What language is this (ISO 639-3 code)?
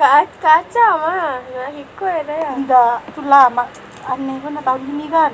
min